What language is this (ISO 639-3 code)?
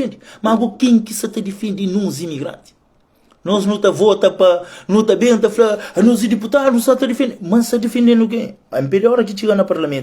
kea